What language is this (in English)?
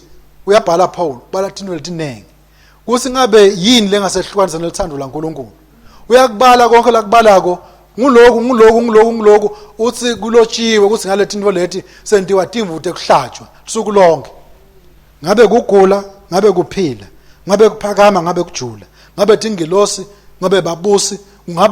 Swati